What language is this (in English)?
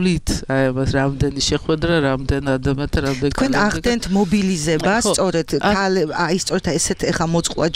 Georgian